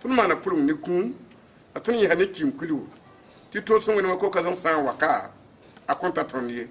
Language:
Mossi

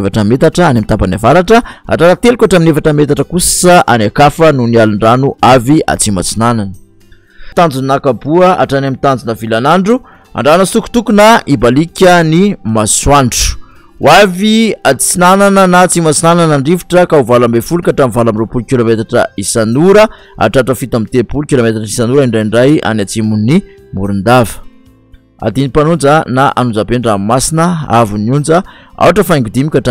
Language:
Malagasy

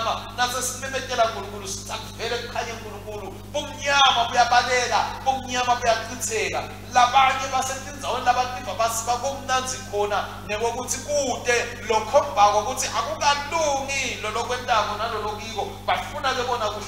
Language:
Swati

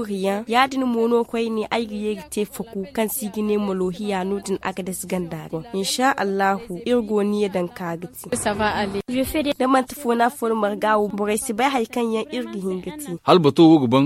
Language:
Zarma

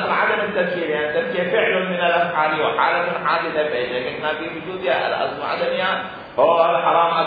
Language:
Mesopotamian Arabic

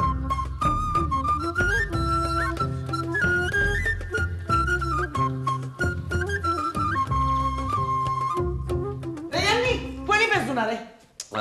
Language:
Greek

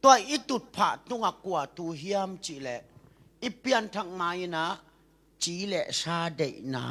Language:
Tedim Chin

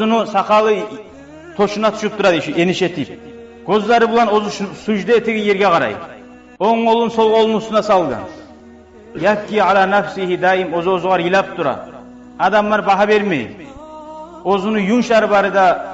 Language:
Kumyk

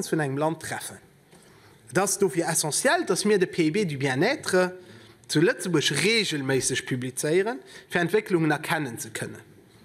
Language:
Luxembourgish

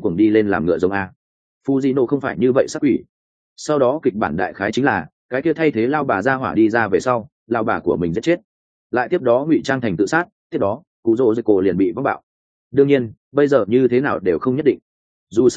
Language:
Vietnamese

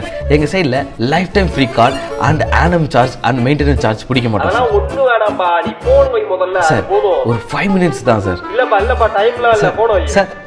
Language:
Tamil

